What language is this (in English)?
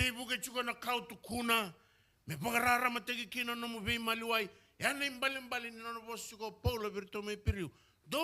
Fijian